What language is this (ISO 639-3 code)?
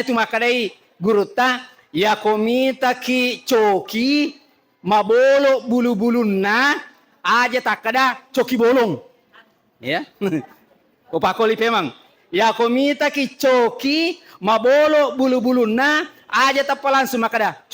bug